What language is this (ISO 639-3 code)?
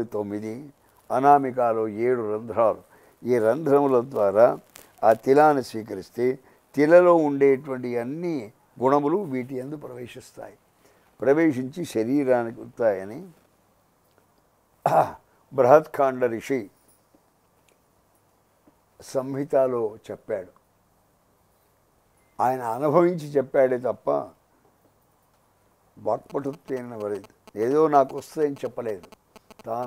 tel